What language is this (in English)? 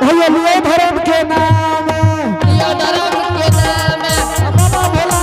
Angika